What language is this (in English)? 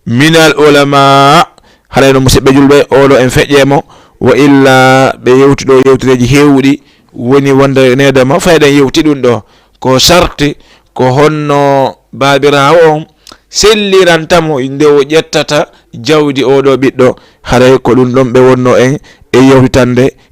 Fula